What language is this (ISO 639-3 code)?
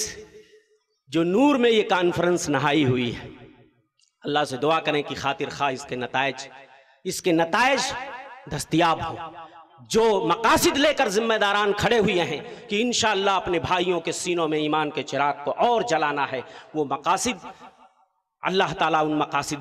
urd